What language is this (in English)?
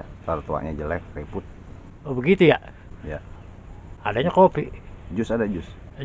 Betawi